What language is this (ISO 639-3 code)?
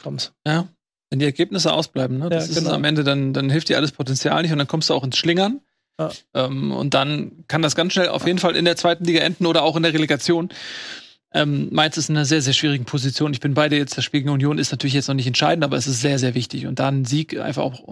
deu